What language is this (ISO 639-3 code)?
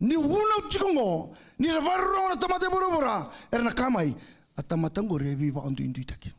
fij